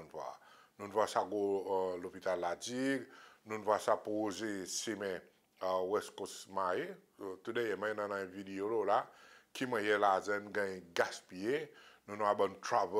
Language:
Seselwa Creole French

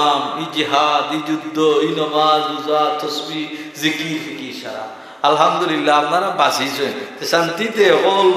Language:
Sylheti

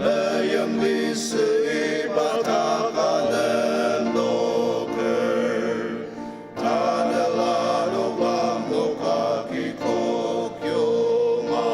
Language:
Ao Naga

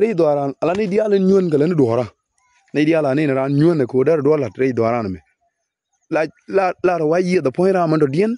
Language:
Nuer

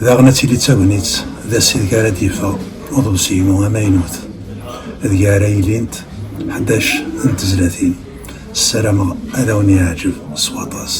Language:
Kabyle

